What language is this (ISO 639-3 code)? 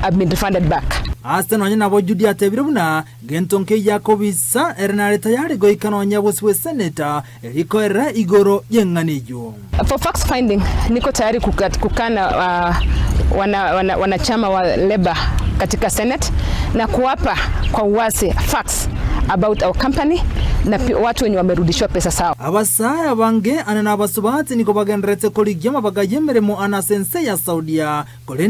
guz